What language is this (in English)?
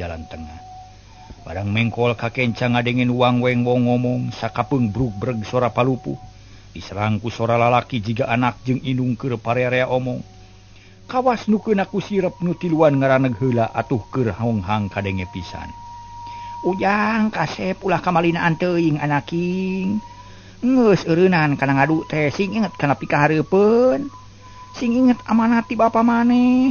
Sundanese